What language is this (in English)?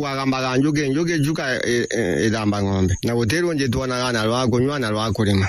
Meru